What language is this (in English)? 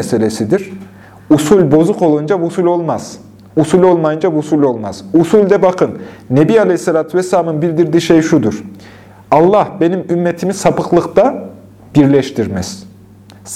Turkish